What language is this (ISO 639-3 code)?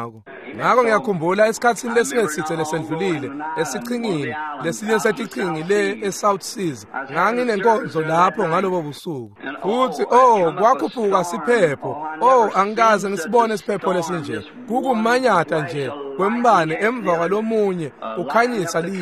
ssw